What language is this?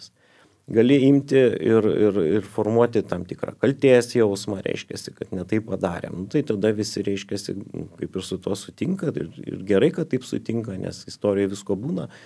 Lithuanian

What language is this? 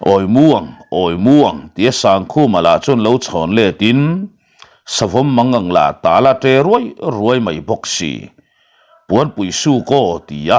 Mizo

